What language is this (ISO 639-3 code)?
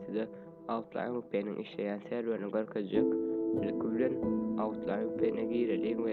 tuk